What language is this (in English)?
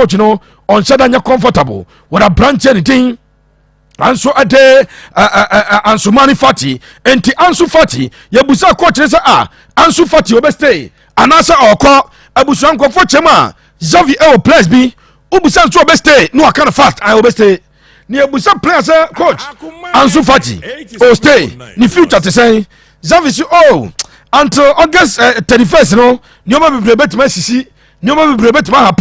Akan